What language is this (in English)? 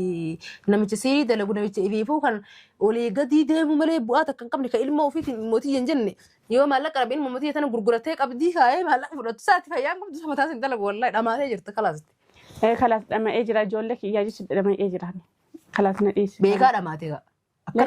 Oromo